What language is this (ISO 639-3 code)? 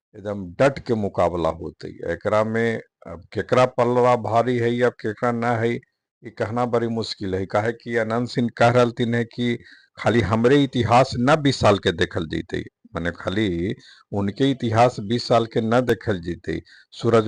mag